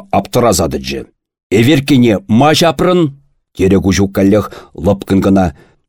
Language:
Chuvash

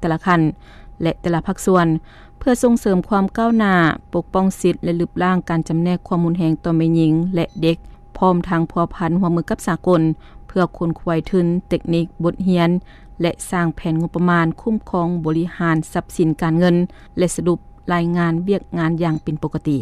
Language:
Lao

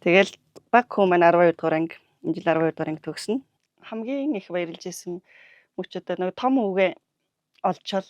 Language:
Mongolian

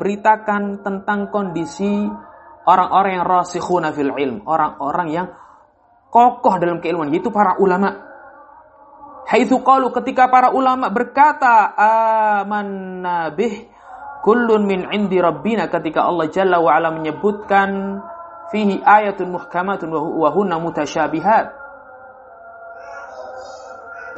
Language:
Indonesian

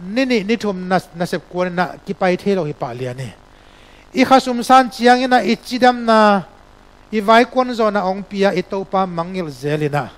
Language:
Tedim Chin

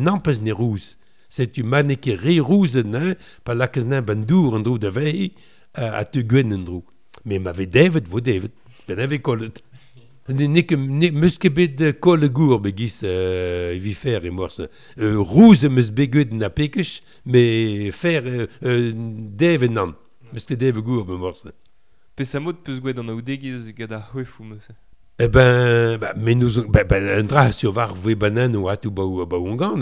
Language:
Breton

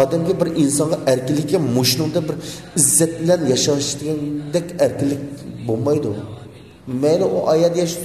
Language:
Uyghur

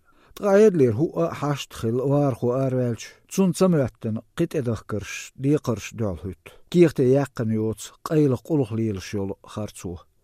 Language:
Chechen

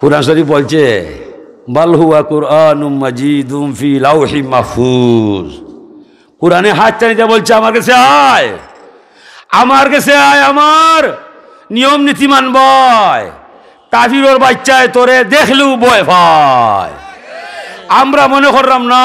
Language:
Sylheti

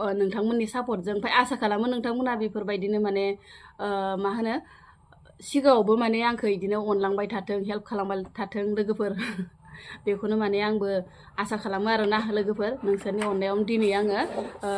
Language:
Bodo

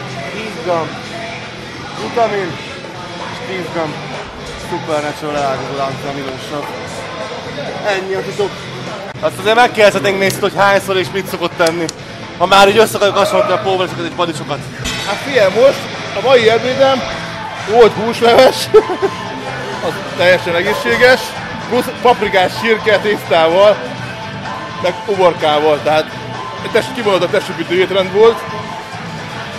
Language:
Hungarian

